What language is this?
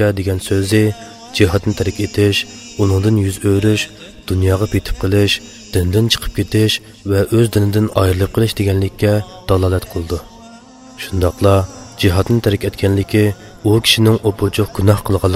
Uyghur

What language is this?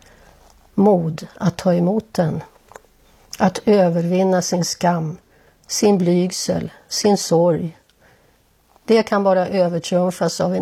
Swedish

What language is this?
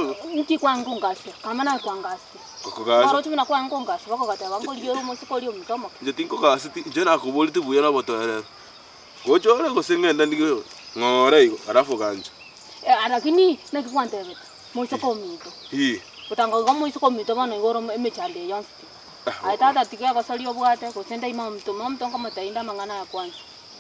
Gusii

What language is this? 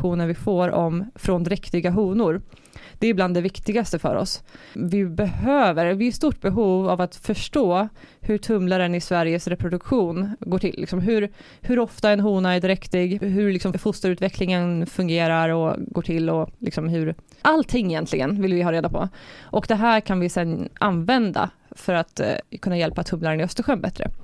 Swedish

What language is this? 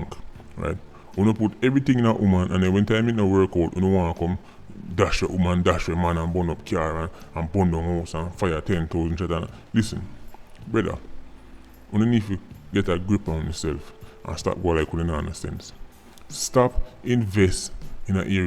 Jamaican Creole English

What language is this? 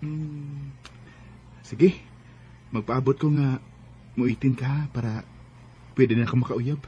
Cebuano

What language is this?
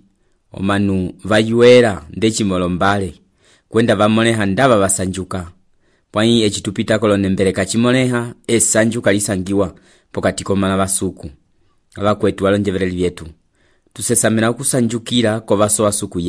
Umbundu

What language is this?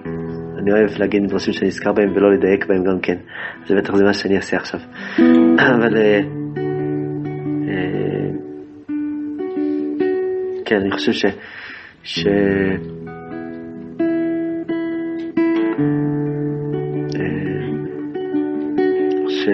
Hebrew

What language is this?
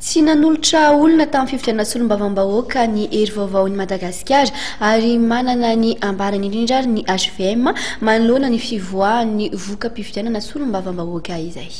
Malagasy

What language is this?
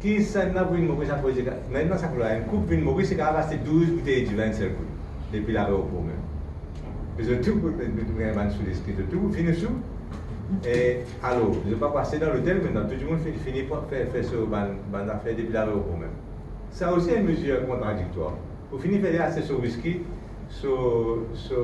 Morisyen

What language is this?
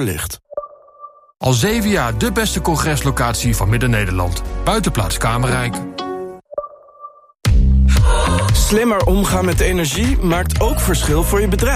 Dutch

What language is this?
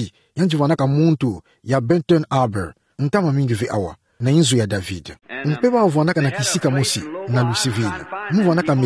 Kituba (Democratic Republic of Congo)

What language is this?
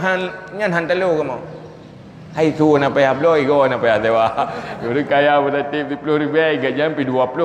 Achinese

